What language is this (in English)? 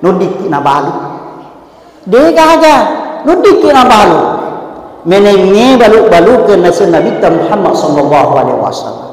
Buginese